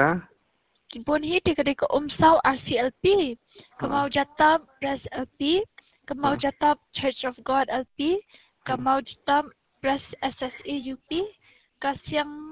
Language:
Khasi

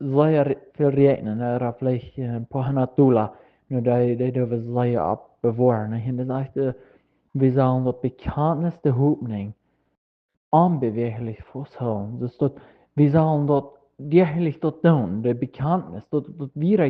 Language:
Plautdietsch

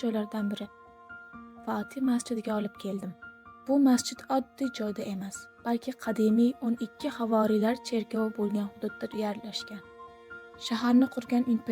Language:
Uzbek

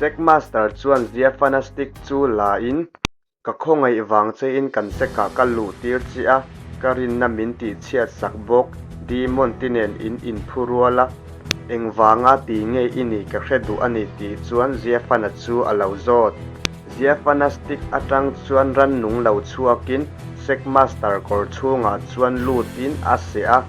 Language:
Mizo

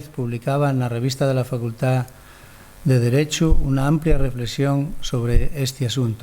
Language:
Asturian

